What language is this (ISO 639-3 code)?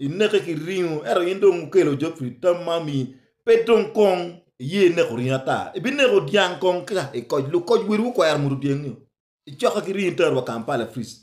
ach